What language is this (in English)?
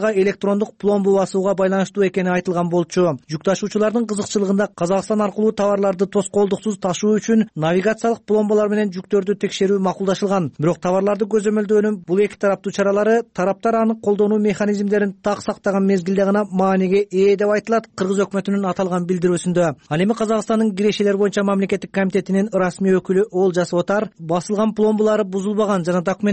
Kyrgyz